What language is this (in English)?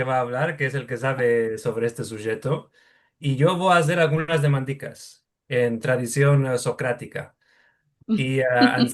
Ladino